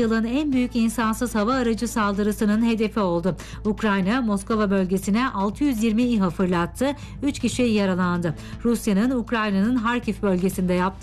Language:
Turkish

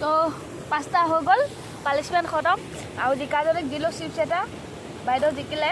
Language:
Assamese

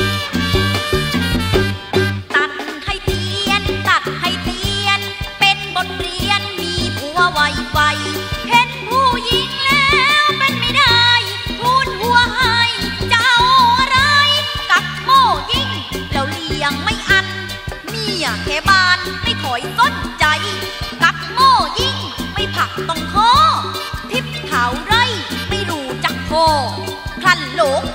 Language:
Thai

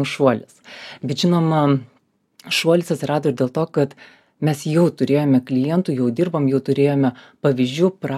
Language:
Lithuanian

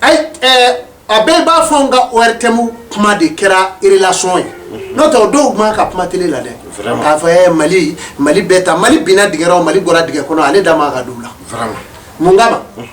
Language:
Bambara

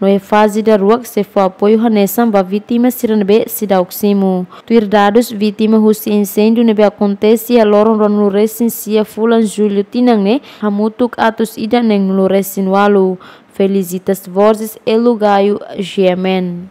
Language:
Tetum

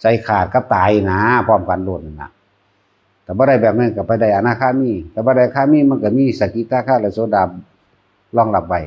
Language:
Northeastern Thai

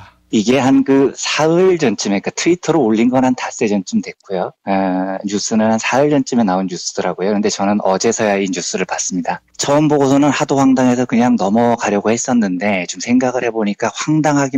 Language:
Korean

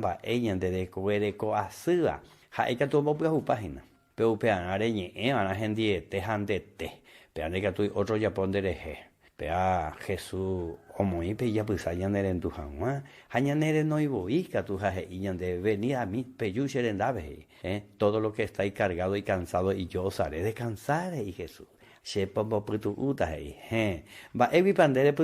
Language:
Guarani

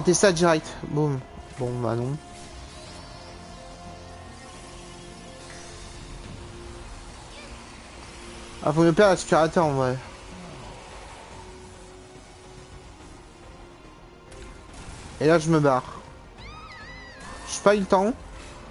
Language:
French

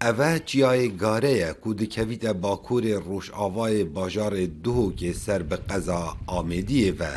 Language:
Kurdish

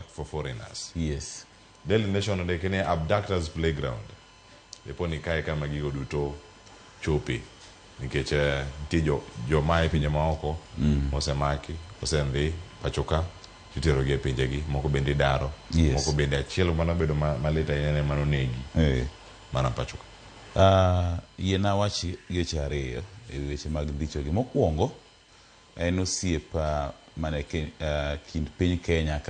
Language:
Luo (Kenya and Tanzania)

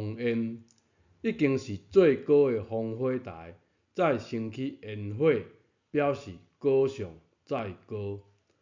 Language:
Min Nan Chinese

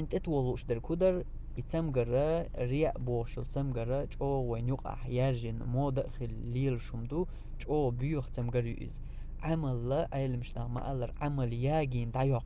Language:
Chechen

